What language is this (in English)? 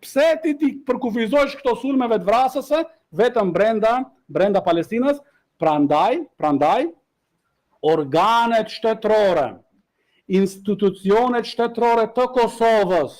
Albanian